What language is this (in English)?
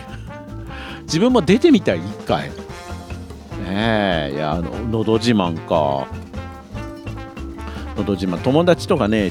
Japanese